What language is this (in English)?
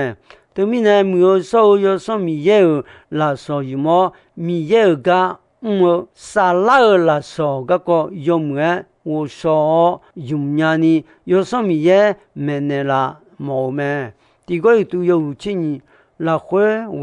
Akha